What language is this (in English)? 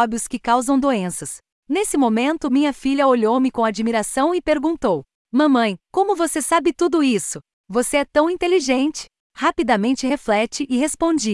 Portuguese